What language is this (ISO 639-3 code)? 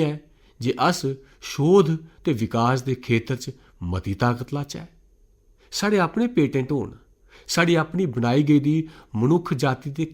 doi